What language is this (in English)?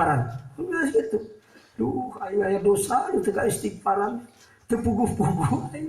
Sundanese